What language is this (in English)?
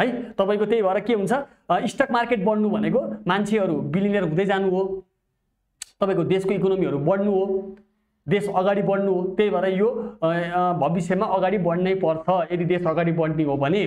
Nepali